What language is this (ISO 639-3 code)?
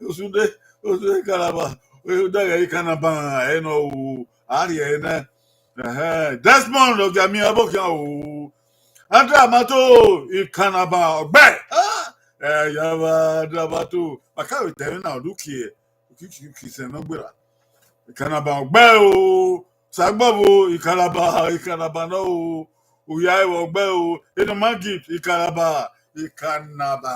bin